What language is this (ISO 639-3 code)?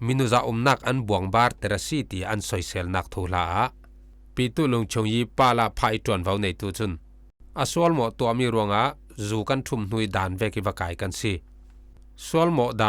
cfm